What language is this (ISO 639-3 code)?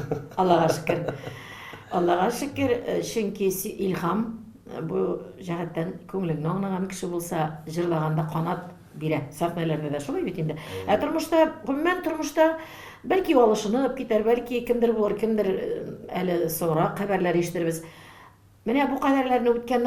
tat